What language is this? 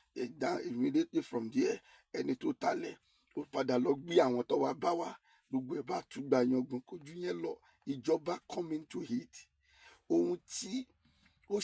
Yoruba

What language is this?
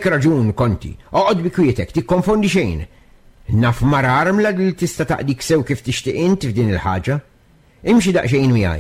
Maltese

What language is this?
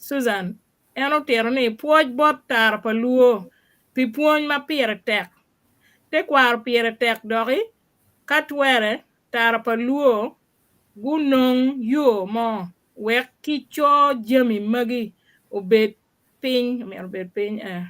Acoli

